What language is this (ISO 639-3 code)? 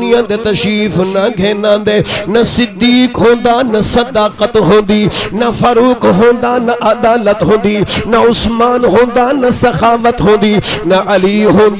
skr